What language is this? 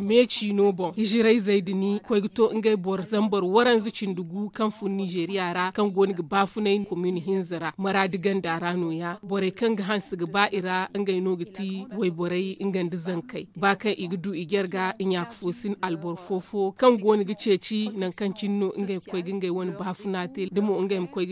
Zarma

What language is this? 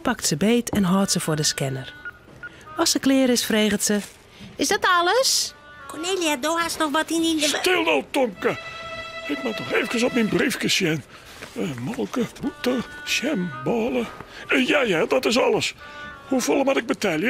Western Frisian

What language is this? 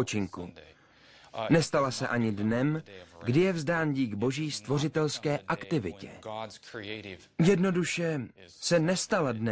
Czech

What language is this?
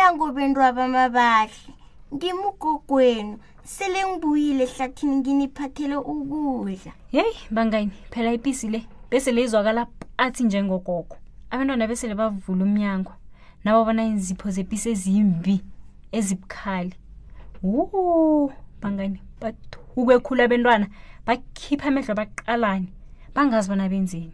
South Ndebele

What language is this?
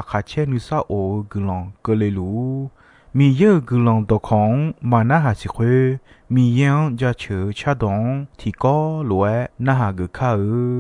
Akha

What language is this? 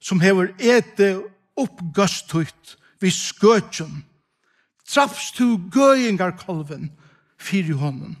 Faroese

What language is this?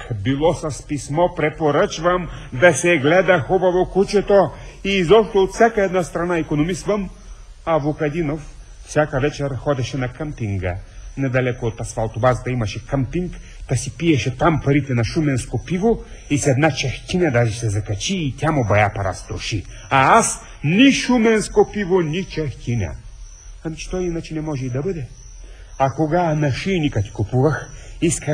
Bulgarian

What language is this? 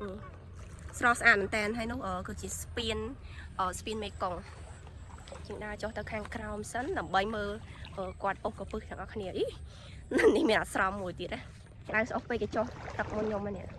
Khmer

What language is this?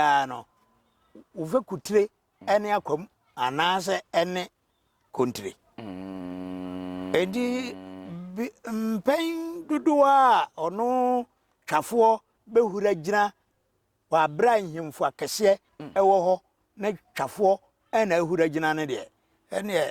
Akan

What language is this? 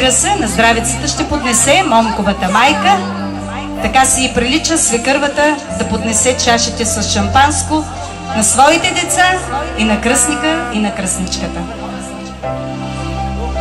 Bulgarian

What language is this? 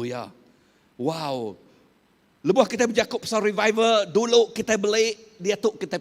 Iban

